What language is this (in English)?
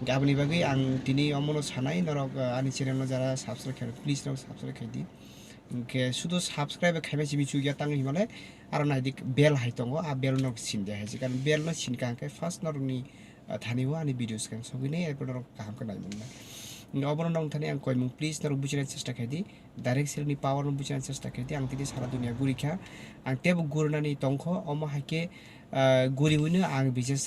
Kok Borok